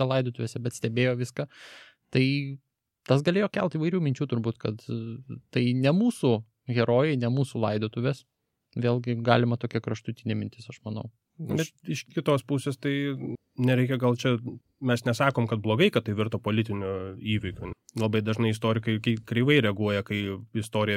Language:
Lithuanian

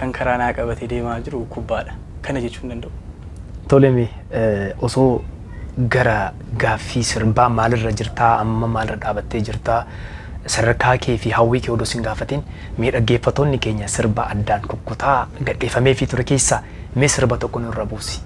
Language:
Oromo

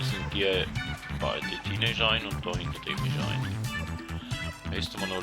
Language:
Swiss German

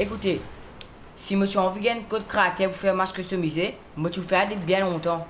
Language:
Morisyen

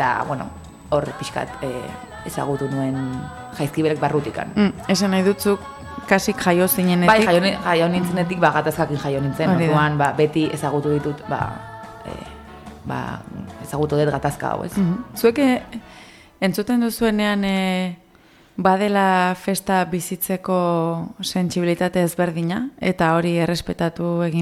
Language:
Basque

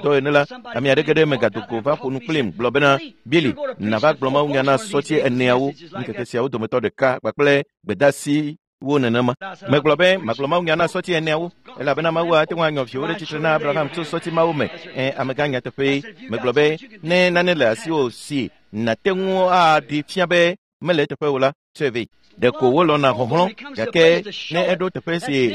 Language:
Ewe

